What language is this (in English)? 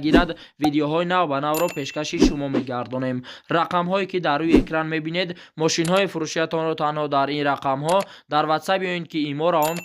Tajik